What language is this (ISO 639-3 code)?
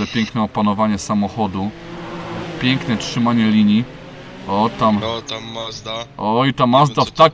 pol